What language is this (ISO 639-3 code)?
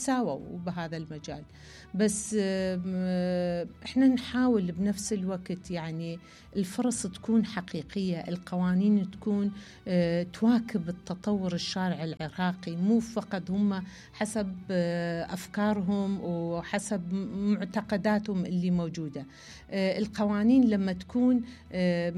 acm